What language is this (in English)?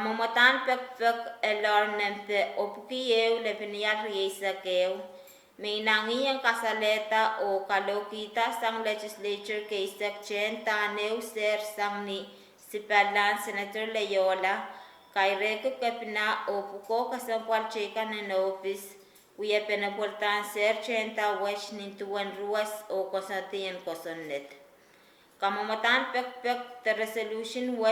Pohnpeian